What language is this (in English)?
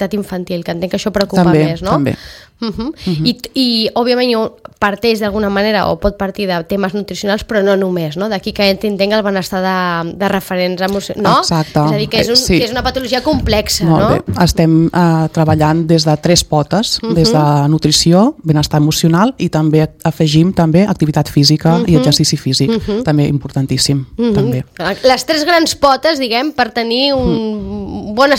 Catalan